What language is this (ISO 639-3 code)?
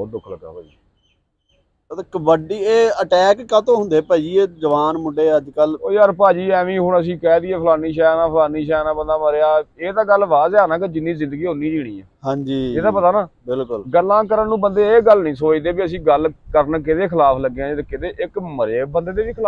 pan